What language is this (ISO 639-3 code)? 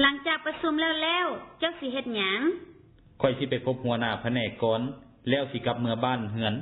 lao